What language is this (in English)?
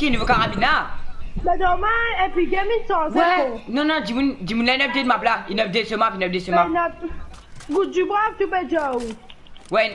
Morisyen